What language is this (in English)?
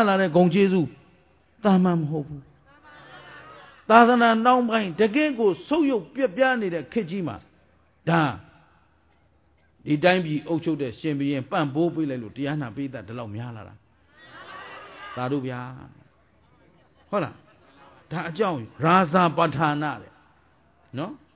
Burmese